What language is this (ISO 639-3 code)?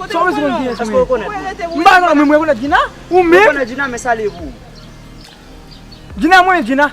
hat